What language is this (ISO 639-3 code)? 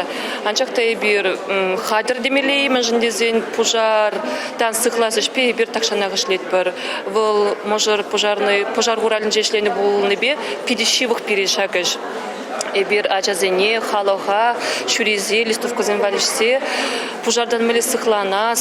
chv